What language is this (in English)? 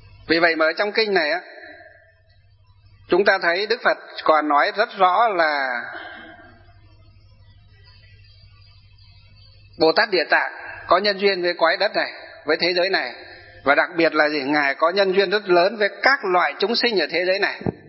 Vietnamese